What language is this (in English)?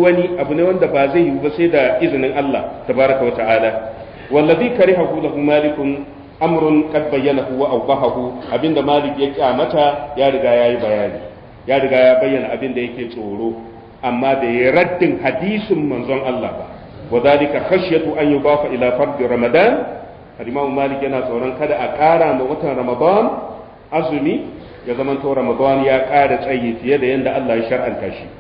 Hausa